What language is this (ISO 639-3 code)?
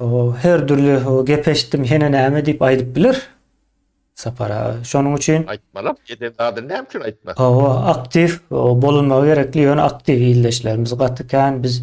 tuk